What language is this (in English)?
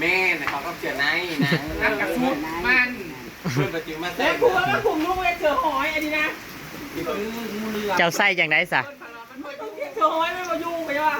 Northeastern Thai